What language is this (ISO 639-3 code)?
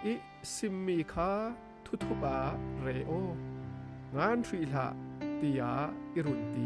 cfm